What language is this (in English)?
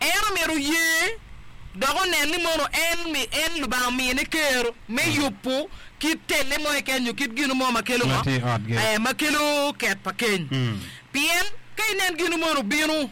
Acoli